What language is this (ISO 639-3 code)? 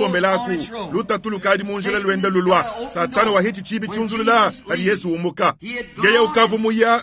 lua